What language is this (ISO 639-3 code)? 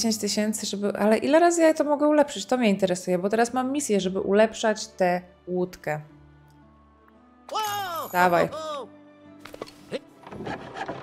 pol